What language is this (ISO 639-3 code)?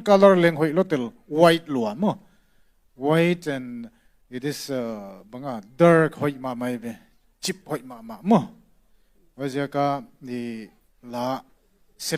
ctd